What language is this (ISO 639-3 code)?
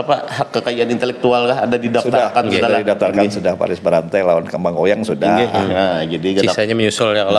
bjn